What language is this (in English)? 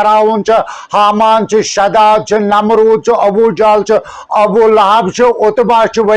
Kashmiri